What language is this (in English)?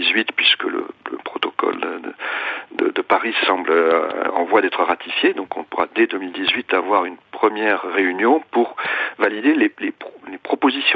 French